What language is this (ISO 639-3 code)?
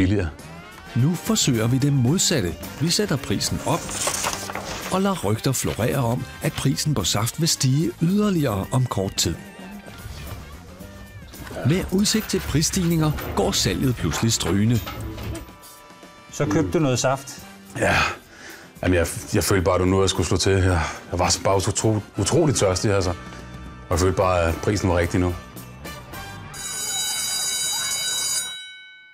dan